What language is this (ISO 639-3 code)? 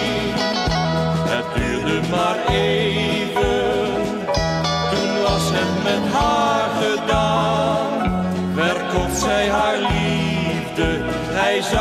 nld